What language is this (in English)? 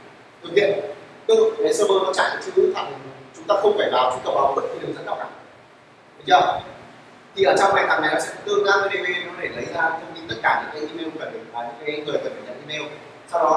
Vietnamese